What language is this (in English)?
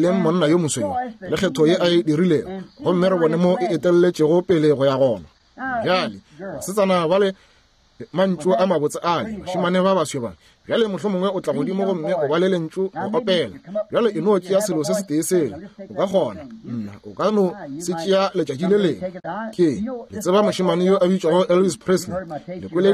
Northern Sotho